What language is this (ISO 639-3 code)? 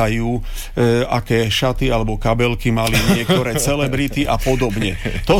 slk